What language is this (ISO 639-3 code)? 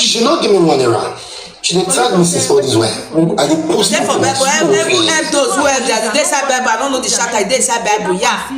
pcm